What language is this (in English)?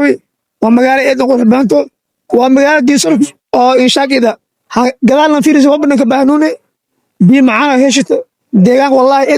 Somali